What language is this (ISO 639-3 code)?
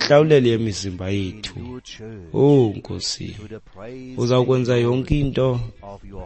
xho